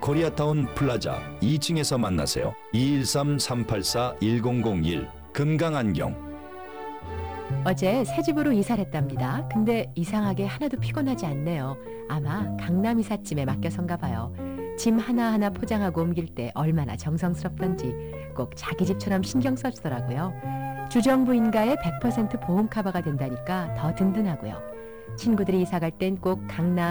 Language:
Korean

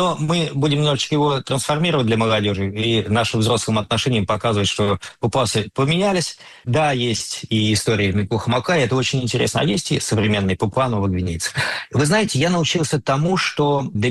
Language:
Russian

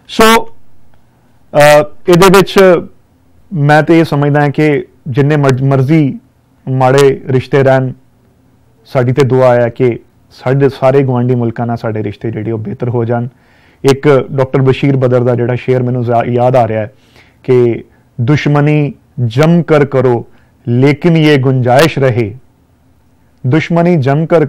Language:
Punjabi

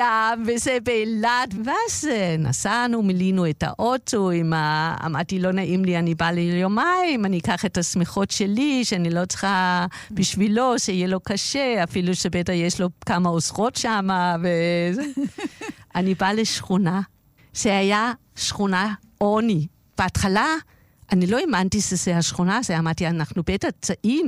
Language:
Hebrew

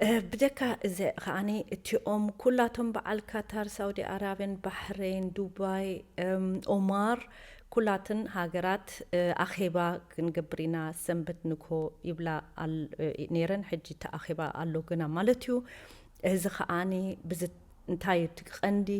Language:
Tigrinya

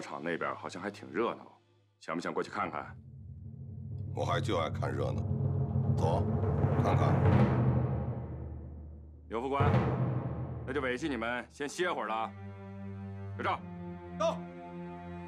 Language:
Chinese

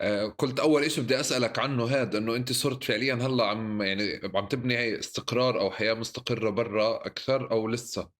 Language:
North Levantine Arabic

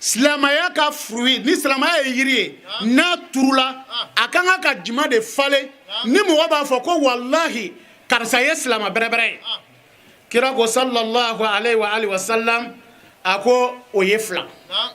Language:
Bambara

